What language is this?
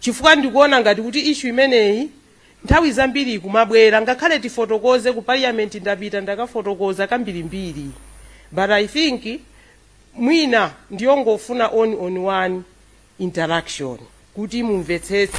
Nyanja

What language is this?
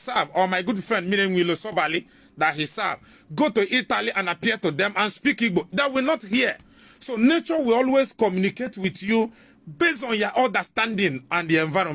Igbo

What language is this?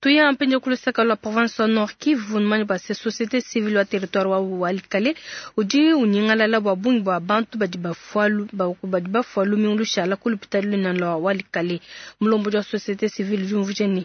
Luba-Lulua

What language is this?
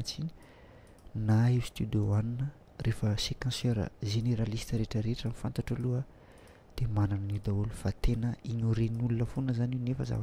Malagasy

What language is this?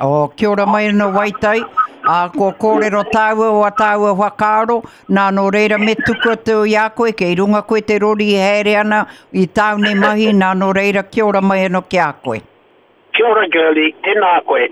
Māori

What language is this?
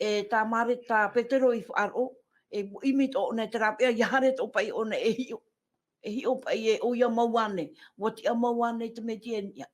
Tahitian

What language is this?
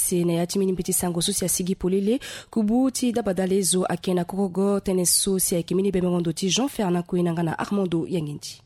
Sango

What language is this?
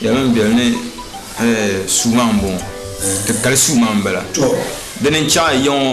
Dagbani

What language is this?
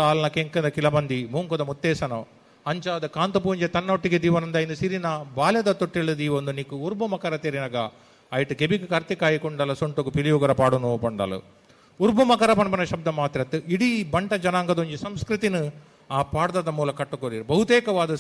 Tulu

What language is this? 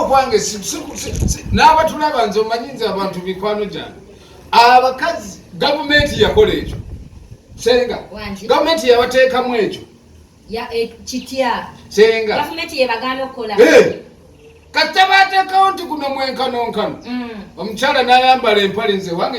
Ganda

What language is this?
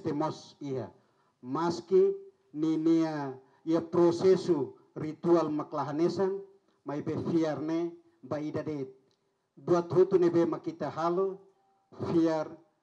Tetum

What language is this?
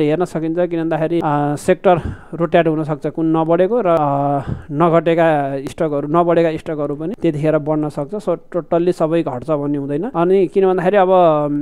Nepali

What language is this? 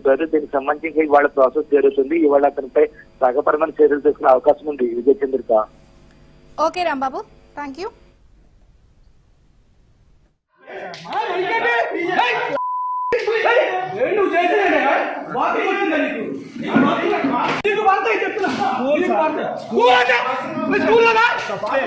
Telugu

